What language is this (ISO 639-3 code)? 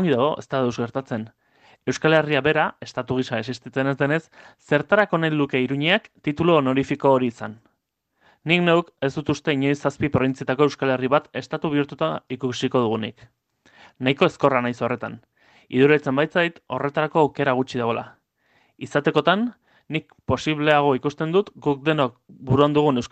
eus